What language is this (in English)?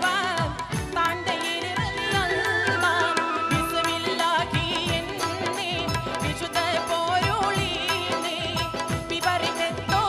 Malayalam